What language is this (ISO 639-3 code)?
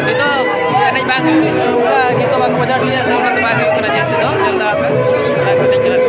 sat